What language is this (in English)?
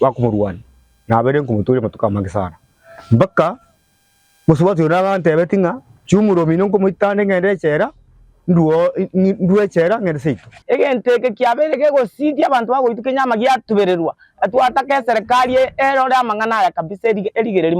Gusii